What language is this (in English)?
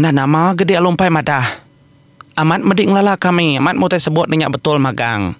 Iban